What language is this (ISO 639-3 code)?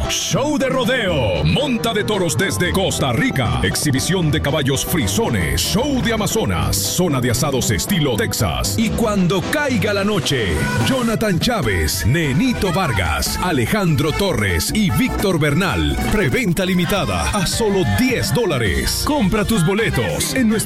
spa